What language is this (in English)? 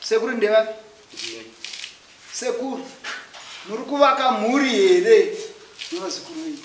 Shona